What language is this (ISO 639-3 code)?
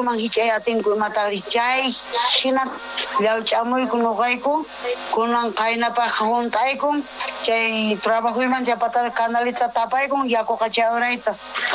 quh